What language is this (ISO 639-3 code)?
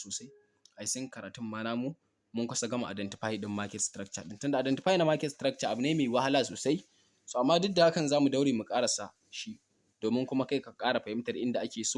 hau